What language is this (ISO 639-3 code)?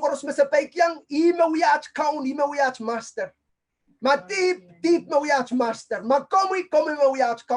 pon